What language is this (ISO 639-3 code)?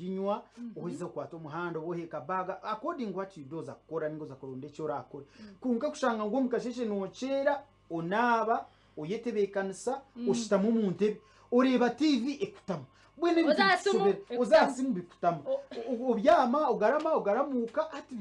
nyn